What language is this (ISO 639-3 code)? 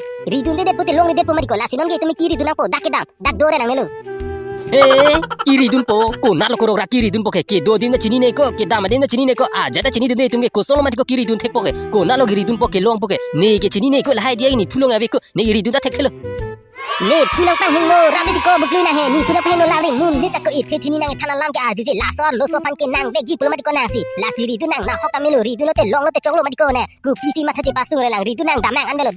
mjw